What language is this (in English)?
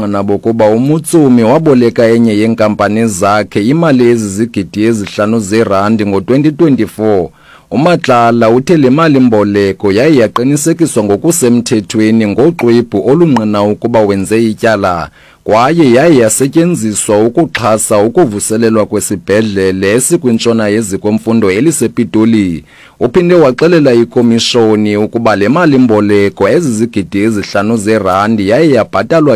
Xhosa